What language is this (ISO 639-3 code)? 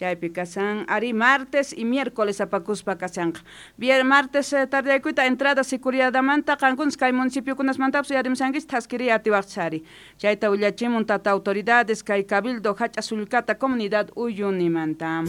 quh